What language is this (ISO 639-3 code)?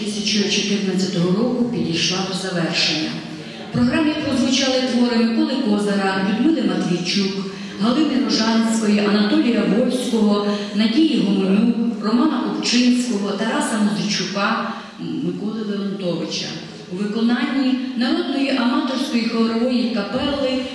ukr